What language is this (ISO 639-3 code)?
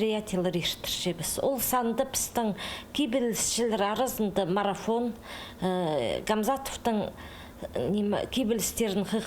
kjh